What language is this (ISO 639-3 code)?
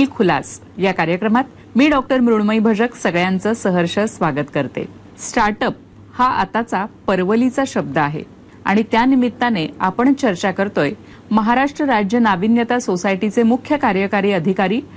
mar